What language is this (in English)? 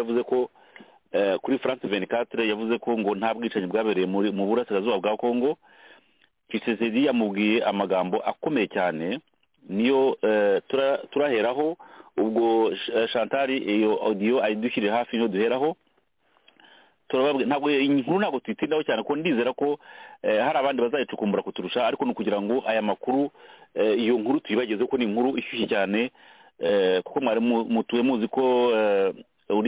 Kinyarwanda